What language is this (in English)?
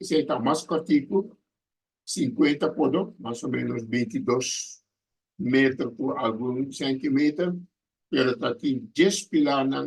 Papiamento